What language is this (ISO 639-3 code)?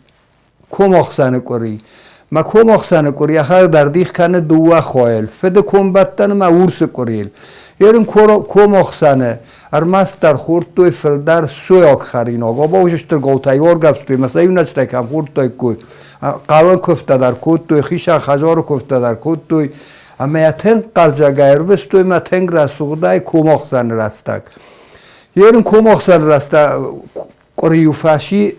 oss